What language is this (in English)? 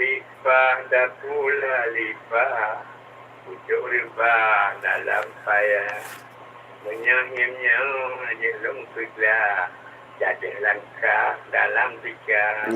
Achinese